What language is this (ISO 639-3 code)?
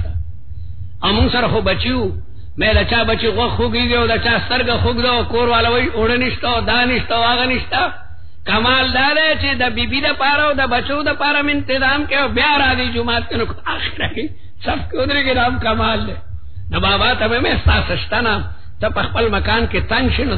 urd